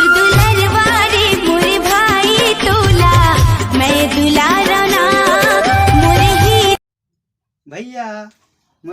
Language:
Chhattisgarhi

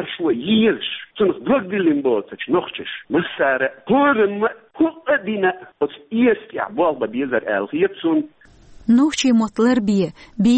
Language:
Chechen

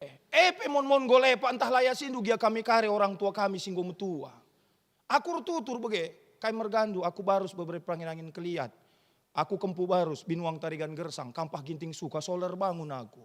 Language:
Batak Karo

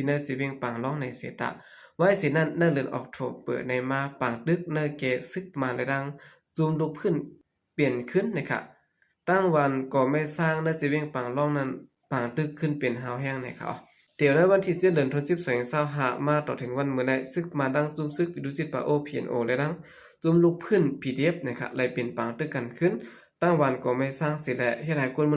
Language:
Shan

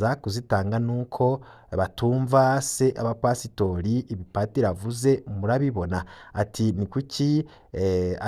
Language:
Rundi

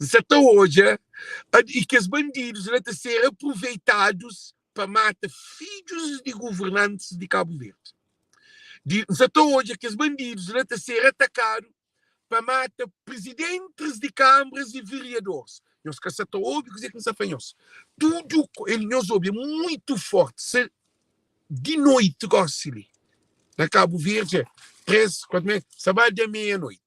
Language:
Kabuverdianu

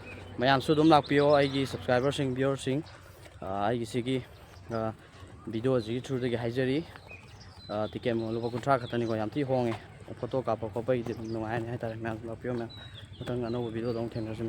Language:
Manipuri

